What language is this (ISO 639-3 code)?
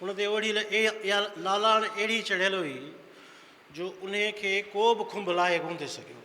snd